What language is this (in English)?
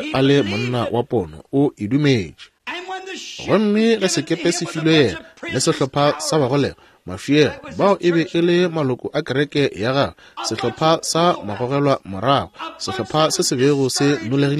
Northern Sotho